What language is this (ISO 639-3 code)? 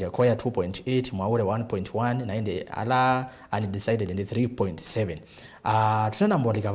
kam